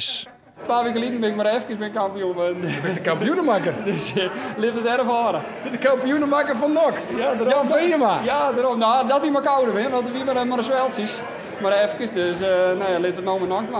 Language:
Western Frisian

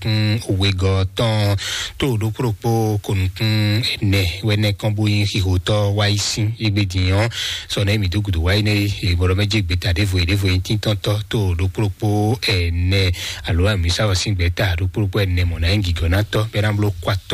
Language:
Fon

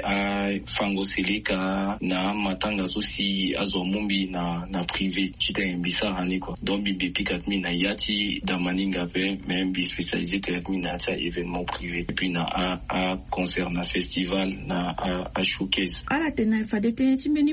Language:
Sango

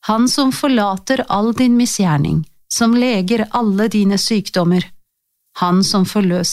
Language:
Norwegian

